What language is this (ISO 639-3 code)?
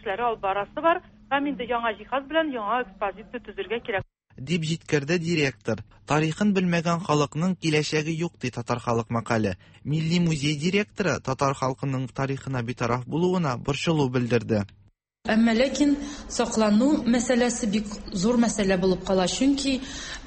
tat